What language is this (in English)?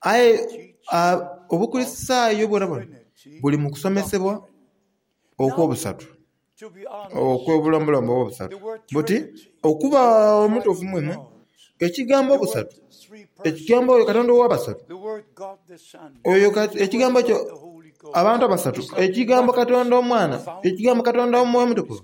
Soga